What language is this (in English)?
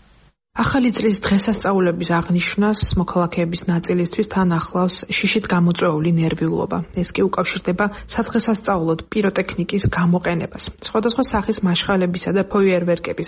Georgian